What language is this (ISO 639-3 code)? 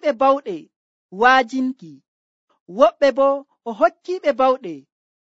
fuv